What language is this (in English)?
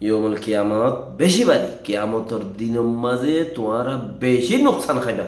Rohingya